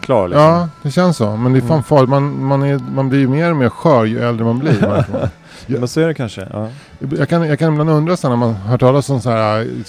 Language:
Swedish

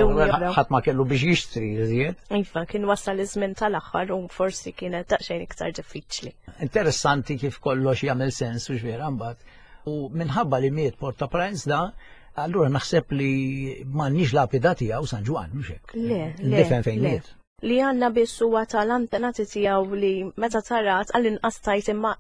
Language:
Maltese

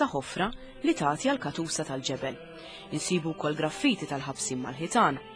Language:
Maltese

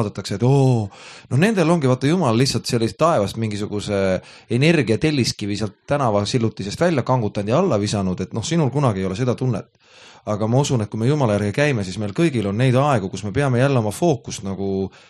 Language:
Estonian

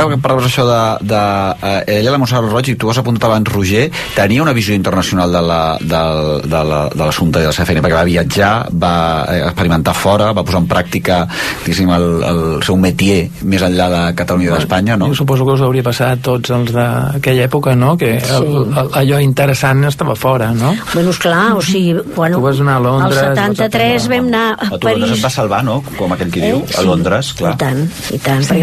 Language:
Catalan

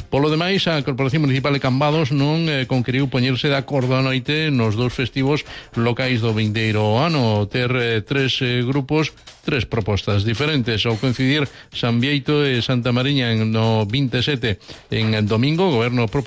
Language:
Galician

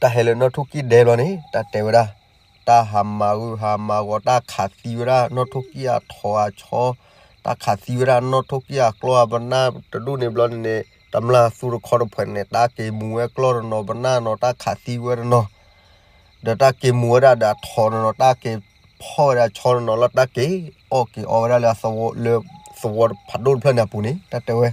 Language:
S'gaw Karen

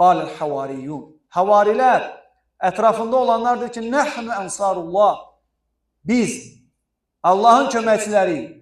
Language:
Azerbaijani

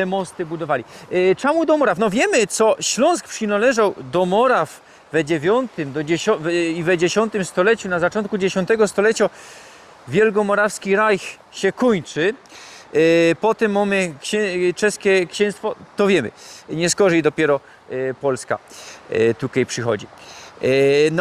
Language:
Silesian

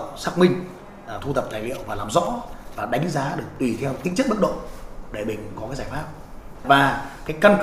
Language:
Vietnamese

